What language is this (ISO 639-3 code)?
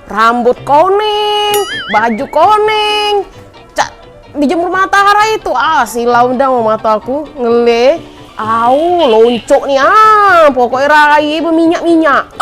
mui